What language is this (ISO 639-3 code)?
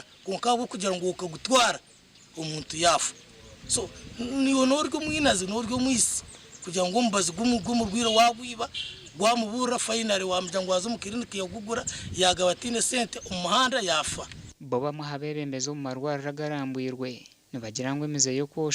nyn